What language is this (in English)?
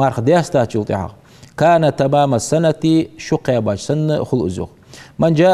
Ingush